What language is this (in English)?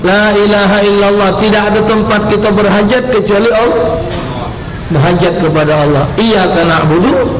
Musi